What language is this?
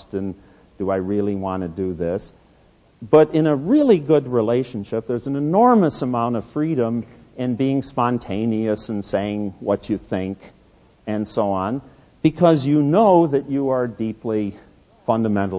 English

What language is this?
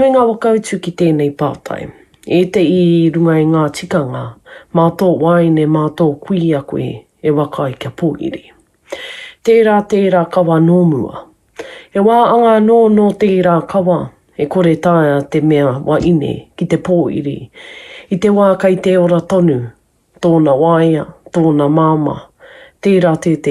Māori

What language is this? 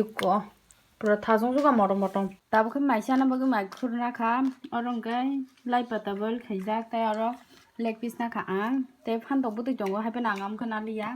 Kok Borok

